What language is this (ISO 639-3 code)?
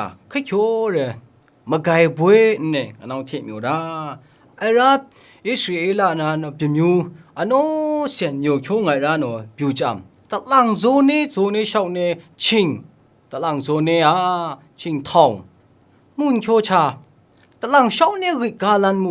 kac